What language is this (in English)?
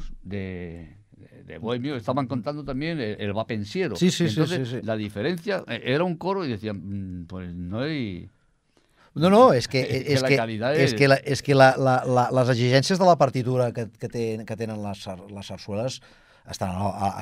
Catalan